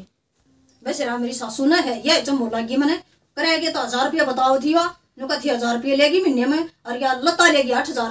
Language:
Haryanvi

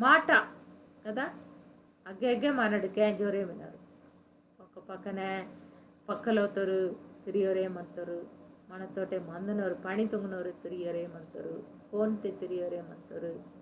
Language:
Koya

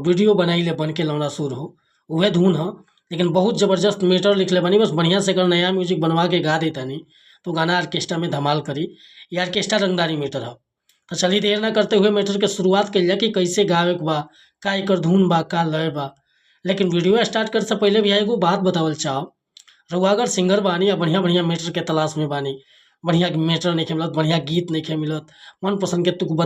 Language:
Bhojpuri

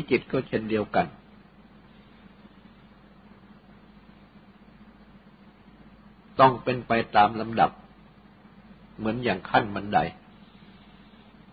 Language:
Thai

